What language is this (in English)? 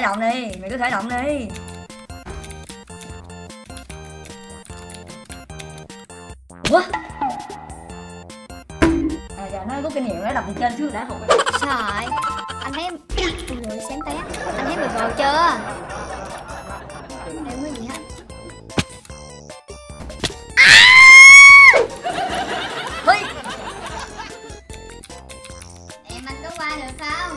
Vietnamese